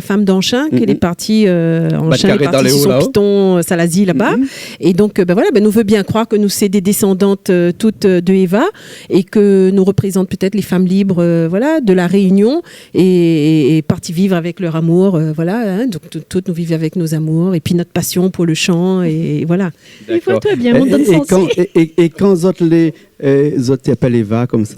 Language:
Réunion Creole French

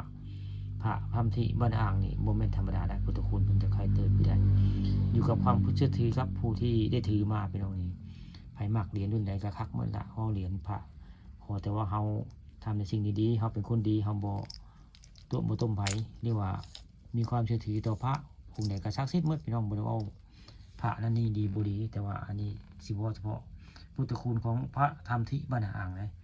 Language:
Northeastern Thai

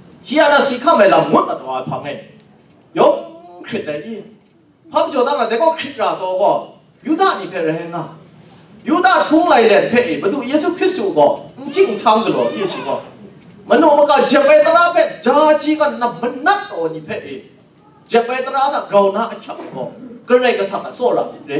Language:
Kachin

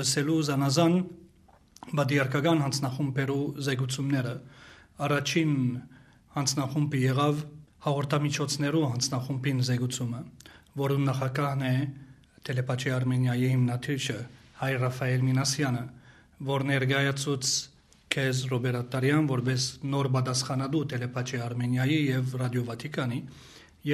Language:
Western Armenian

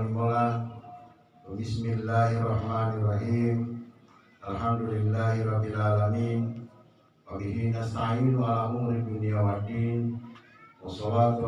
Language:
Gorontalo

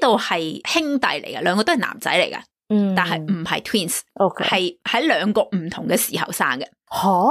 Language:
Cantonese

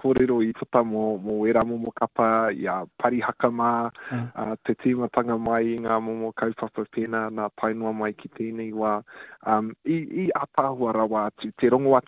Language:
Māori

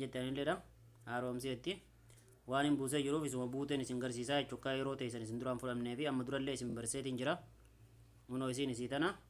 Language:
Oromo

